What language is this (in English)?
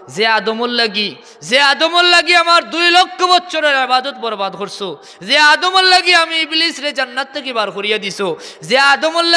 Sylheti